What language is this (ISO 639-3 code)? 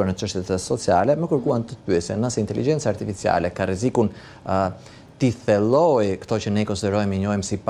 sqi